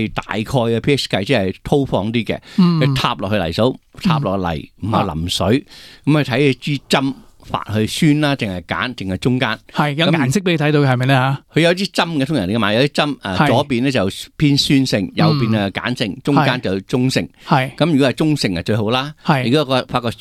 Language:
Cantonese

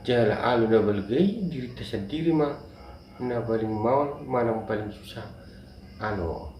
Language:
Batak Toba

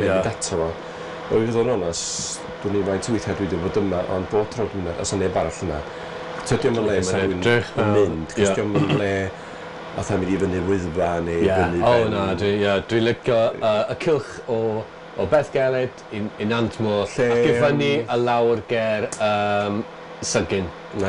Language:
Welsh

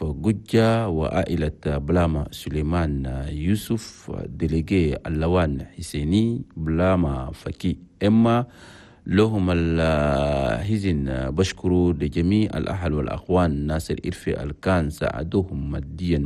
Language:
Chadian Arabic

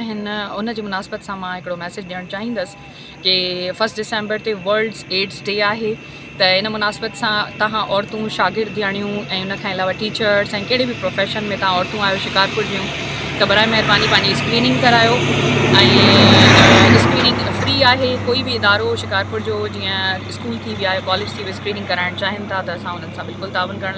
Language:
Sindhi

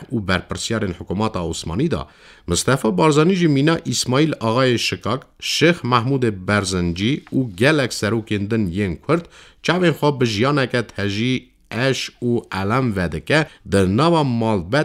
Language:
Kurdish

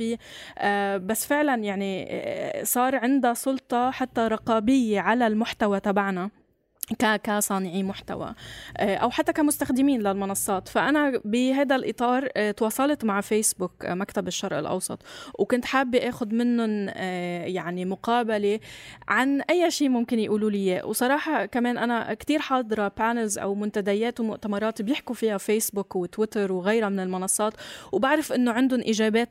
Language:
North Levantine Arabic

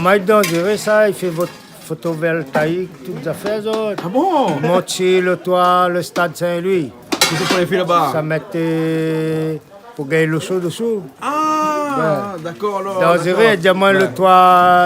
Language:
Réunion Creole French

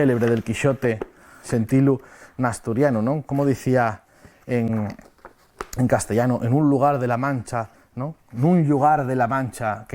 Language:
Asturian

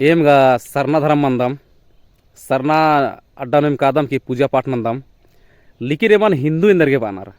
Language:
Kurukh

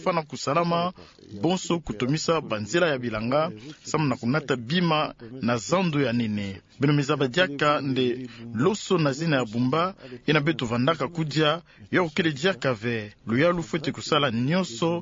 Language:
Kituba (Democratic Republic of Congo)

